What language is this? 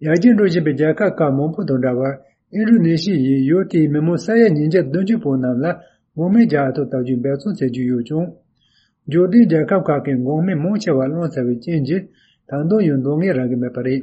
Tibetan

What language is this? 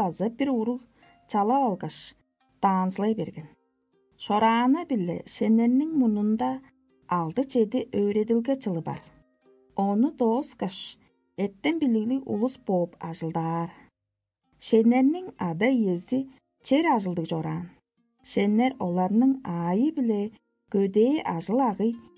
Tuvinian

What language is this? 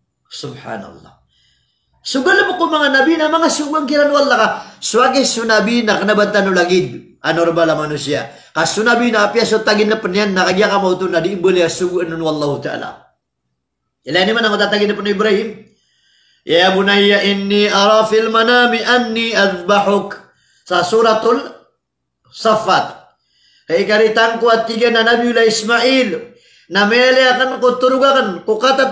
Maranao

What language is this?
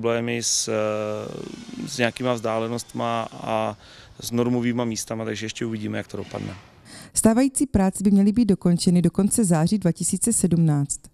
Czech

